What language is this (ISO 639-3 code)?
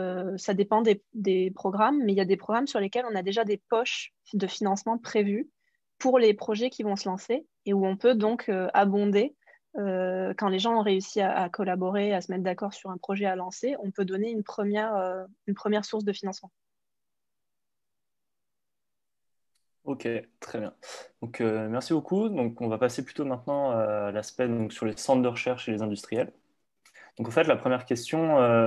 fra